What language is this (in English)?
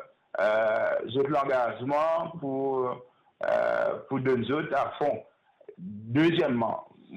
Morisyen